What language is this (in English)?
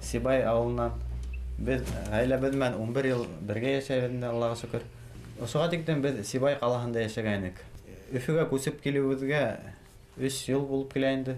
Bashkir